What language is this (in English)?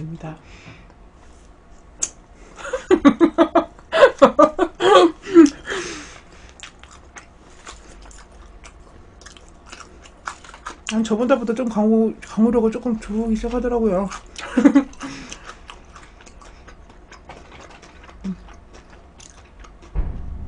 Korean